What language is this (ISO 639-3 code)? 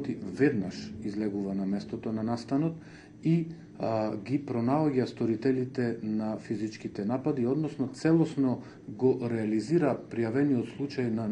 mkd